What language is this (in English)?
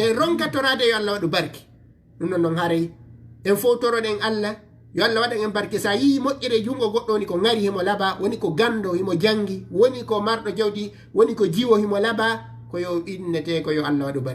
Fula